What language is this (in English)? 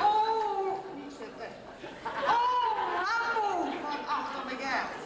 Limburgish